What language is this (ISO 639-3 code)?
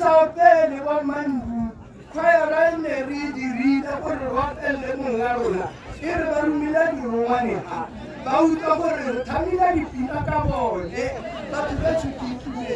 tsn